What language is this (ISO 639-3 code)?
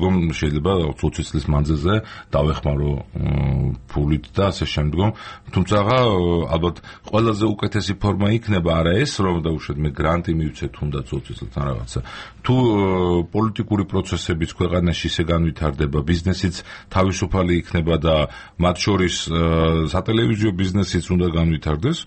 kat